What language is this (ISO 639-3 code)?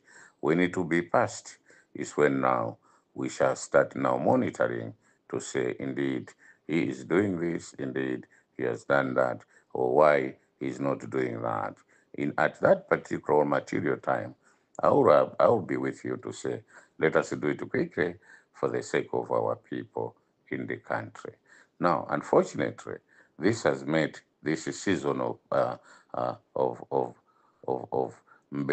nya